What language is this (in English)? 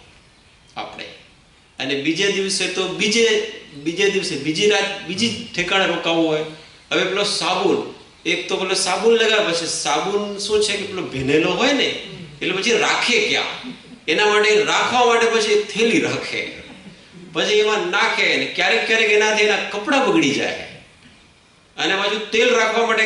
Gujarati